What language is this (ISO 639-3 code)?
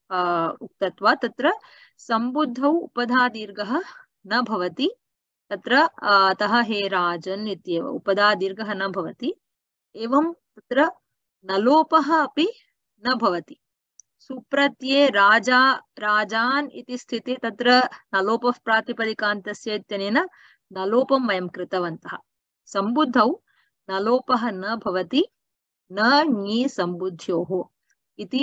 san